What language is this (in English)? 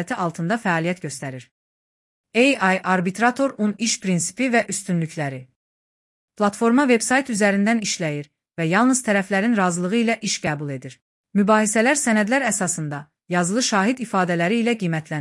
Azerbaijani